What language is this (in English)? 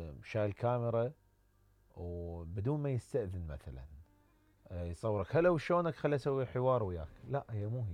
Mesopotamian Arabic